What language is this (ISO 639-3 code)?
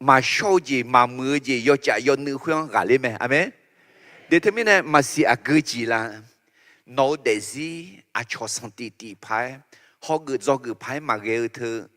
ahk